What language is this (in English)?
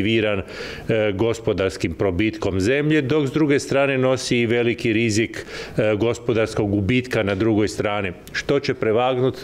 Croatian